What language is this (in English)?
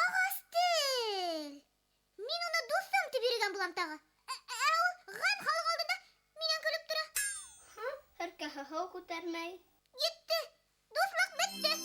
Bashkir